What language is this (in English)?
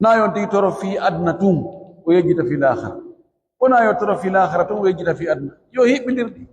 Pular